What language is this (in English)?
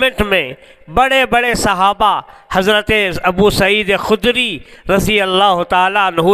Urdu